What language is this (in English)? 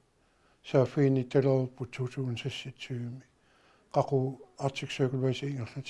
Kalaallisut